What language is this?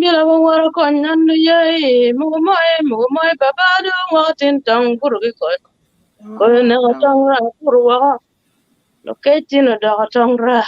Acoli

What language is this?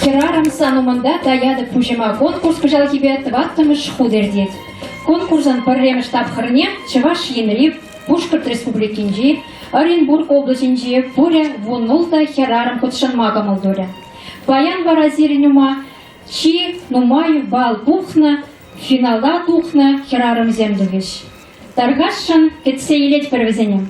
Chuvash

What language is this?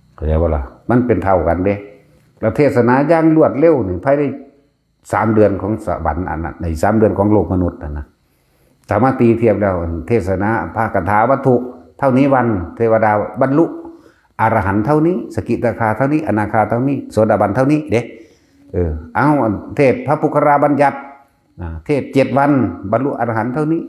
Northeastern Thai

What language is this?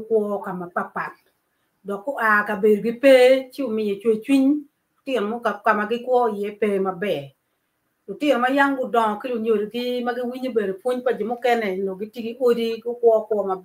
Acoli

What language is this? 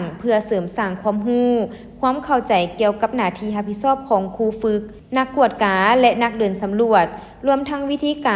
Lao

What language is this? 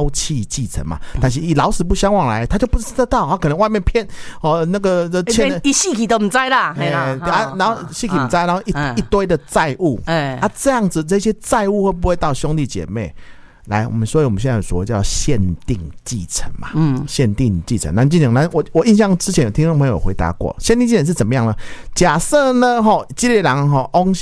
Chinese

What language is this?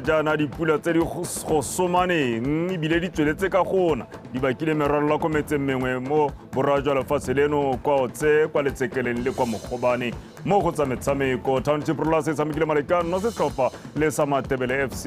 Tswana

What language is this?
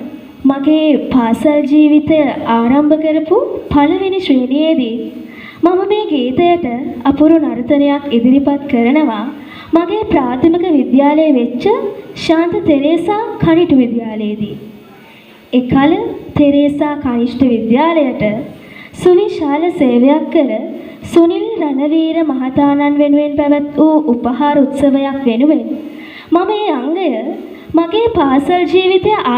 Sinhala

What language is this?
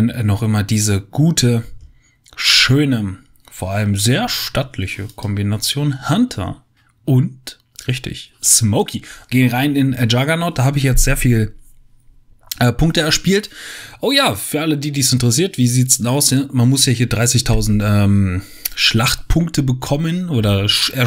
German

